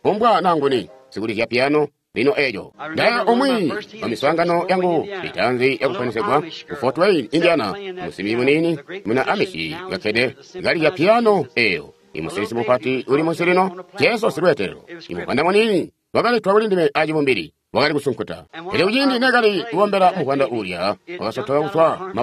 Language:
Tonga (Zambia)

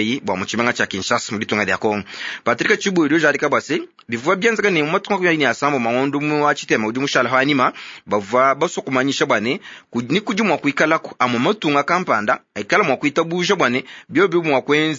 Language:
Luba-Lulua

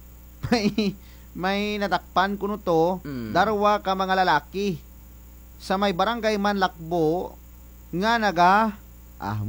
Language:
Kinaray-a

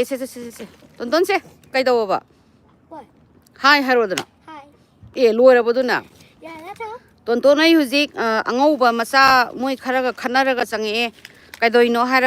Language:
Manipuri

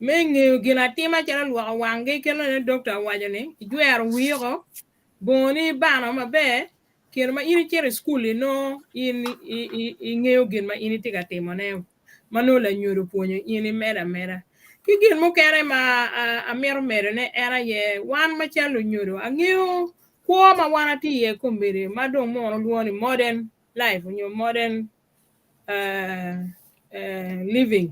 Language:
Acoli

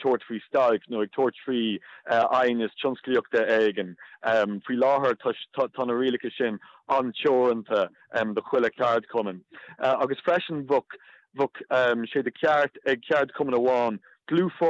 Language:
Irish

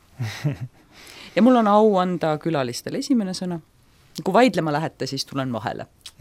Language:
Estonian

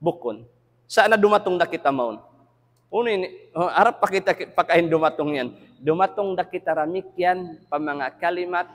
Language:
Tausug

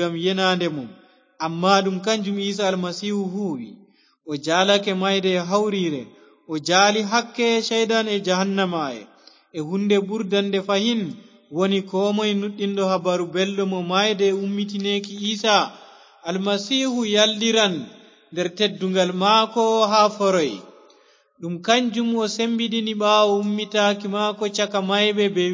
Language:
Fula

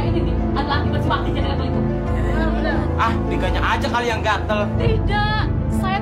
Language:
Indonesian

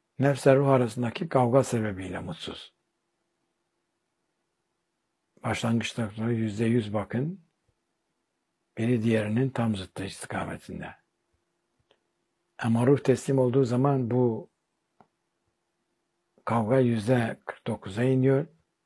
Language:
Turkish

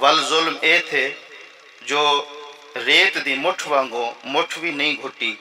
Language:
Saraiki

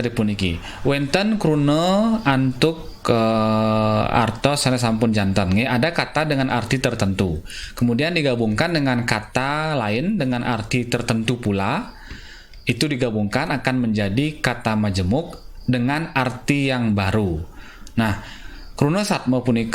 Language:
Balinese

